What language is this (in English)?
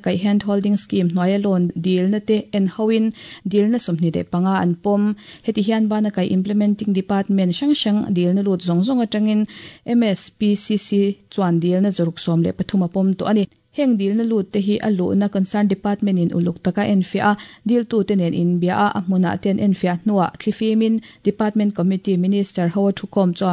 Mizo